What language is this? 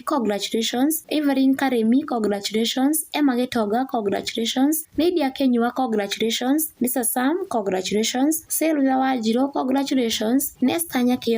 Kikuyu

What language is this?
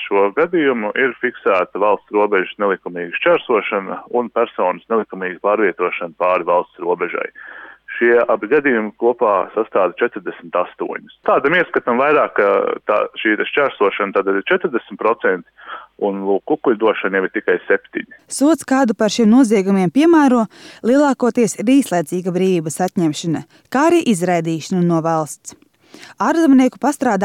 Latvian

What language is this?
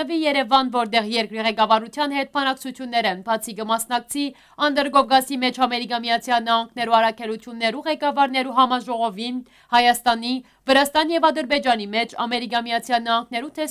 Western Armenian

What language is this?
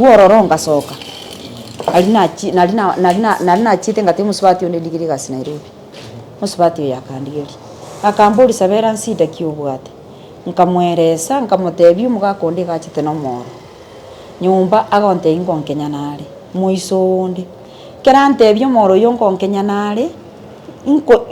Gusii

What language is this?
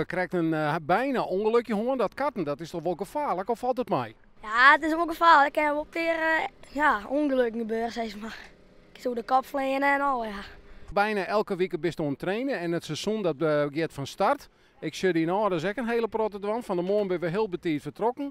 Western Frisian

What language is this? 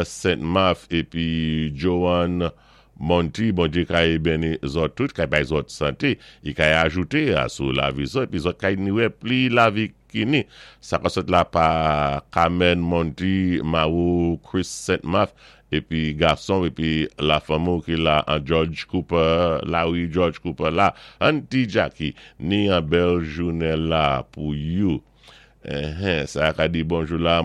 Saint Lucian Creole French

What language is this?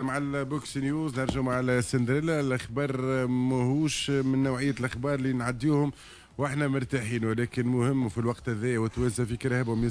Tunisian Arabic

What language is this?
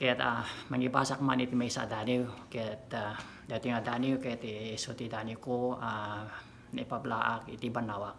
Iloko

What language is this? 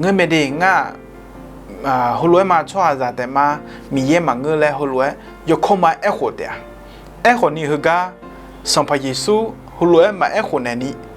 Akha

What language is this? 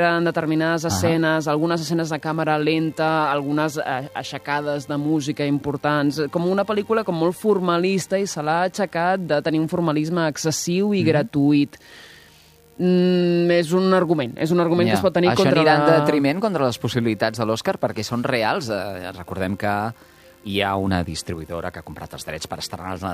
Catalan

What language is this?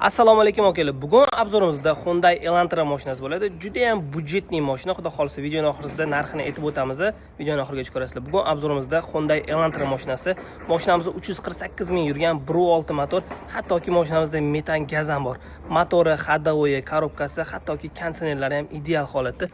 Uzbek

